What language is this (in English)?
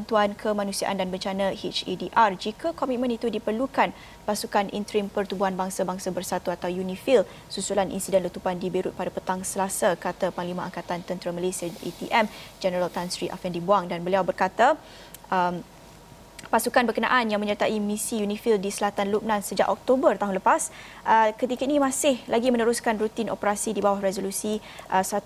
Malay